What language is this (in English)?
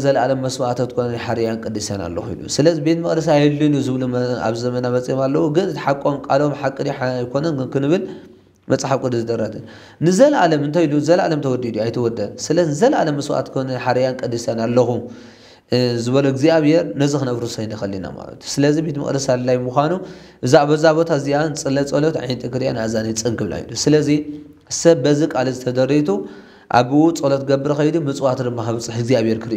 Tigrinya